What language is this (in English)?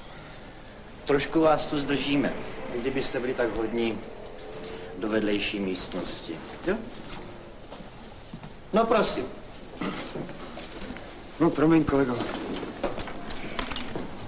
Czech